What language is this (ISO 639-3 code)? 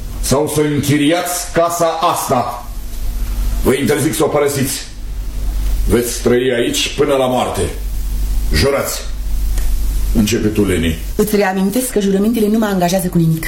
ron